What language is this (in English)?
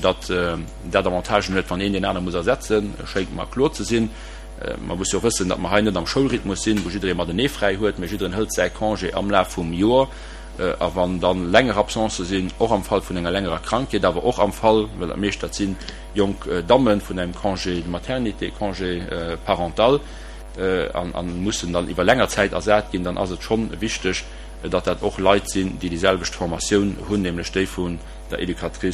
Luxembourgish